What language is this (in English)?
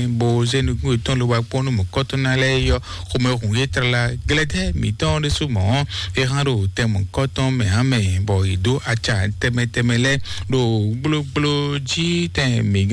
Fon